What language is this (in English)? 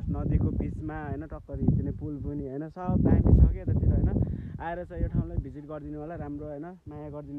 Nepali